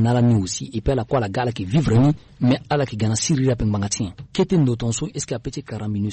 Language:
Sango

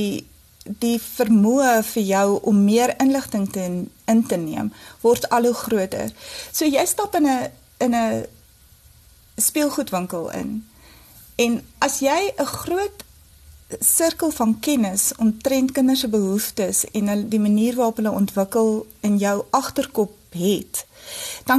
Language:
Afrikaans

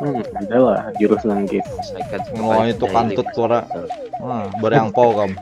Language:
Banjar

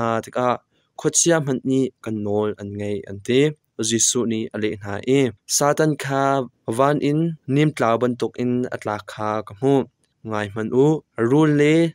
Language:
Hakha Chin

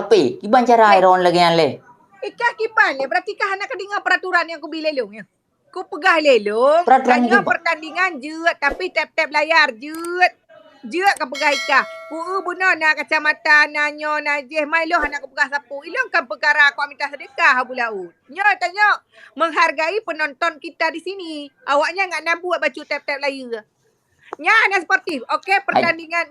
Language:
Achinese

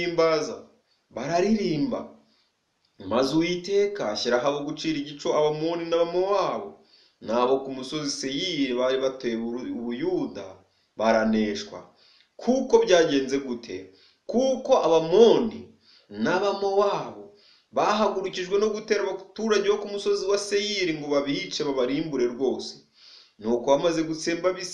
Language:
Kinyarwanda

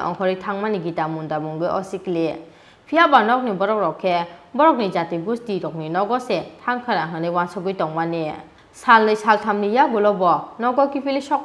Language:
Kok Borok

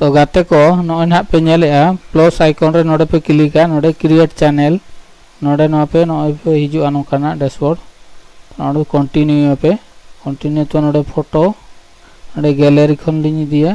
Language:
Santali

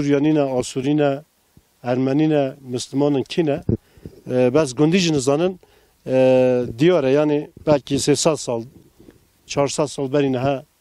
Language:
Kurdish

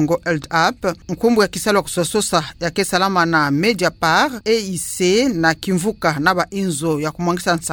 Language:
Kituba (Democratic Republic of Congo)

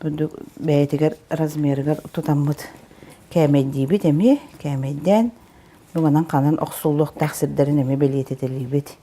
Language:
Yakut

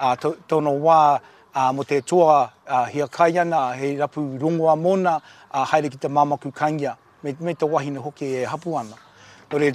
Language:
Māori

